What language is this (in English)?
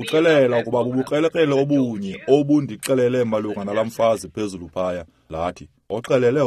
Xhosa